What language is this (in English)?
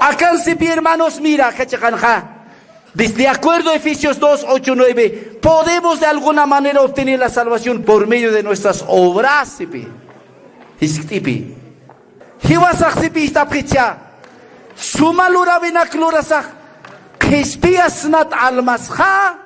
Aymara